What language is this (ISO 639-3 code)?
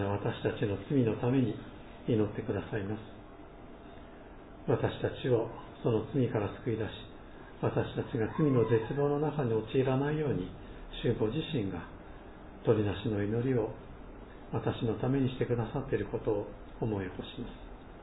jpn